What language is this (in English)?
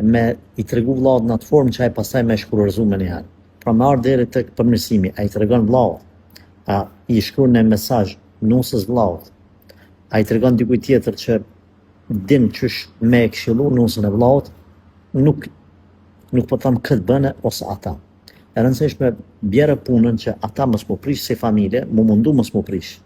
Albanian